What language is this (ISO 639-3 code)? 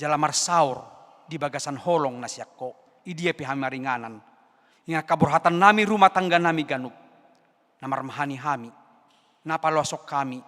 bbc